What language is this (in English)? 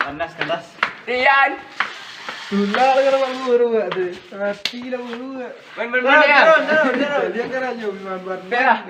Minangkabau